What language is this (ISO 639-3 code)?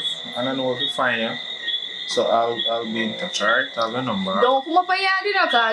jam